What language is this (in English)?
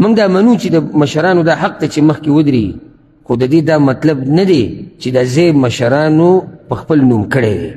Pashto